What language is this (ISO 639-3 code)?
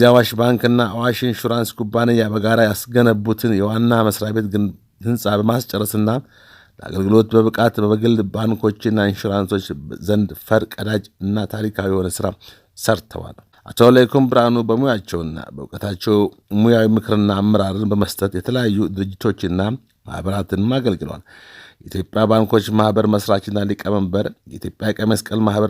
amh